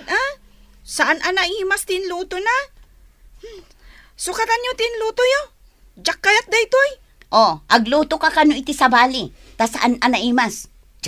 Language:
Iloko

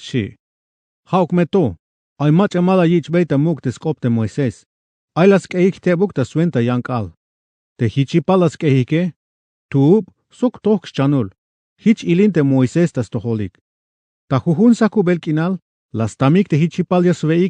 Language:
Tzeltal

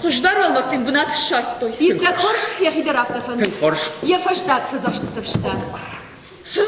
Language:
Ossetic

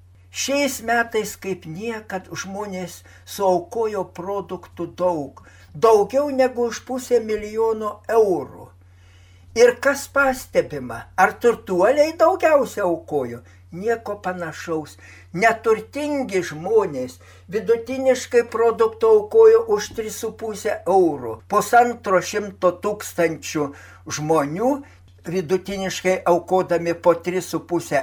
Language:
Lithuanian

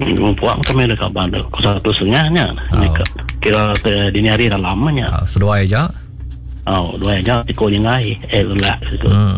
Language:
Iban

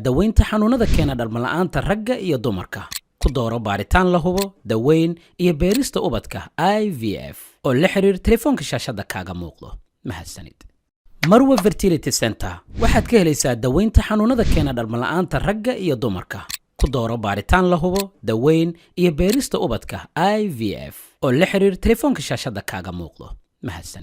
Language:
Somali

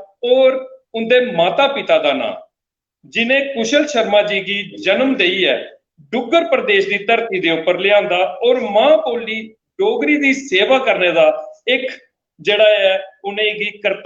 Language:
Dogri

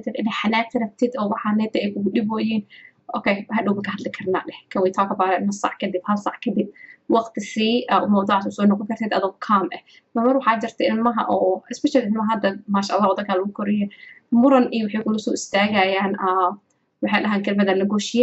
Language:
Somali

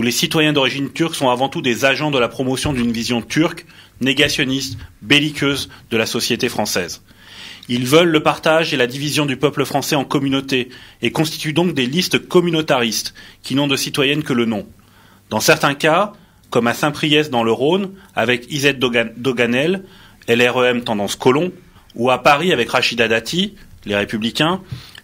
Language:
French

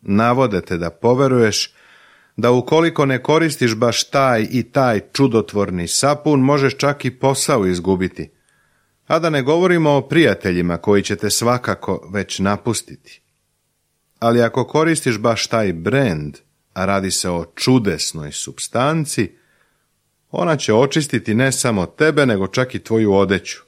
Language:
Serbian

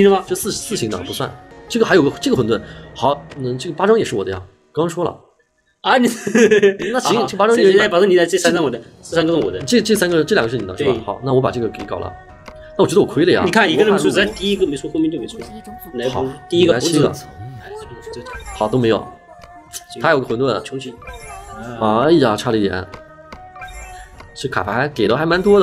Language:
Chinese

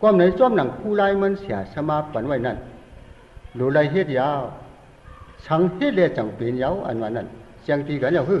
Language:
Shan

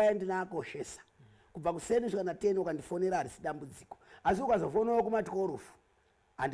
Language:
Shona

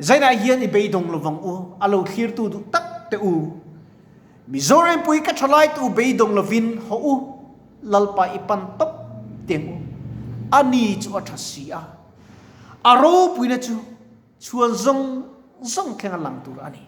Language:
Mizo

